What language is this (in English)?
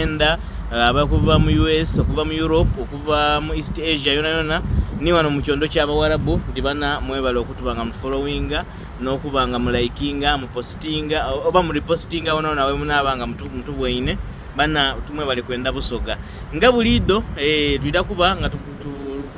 Soga